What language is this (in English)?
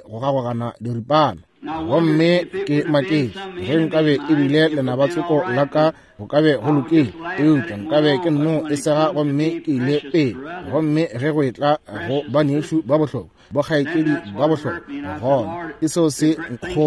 Northern Sotho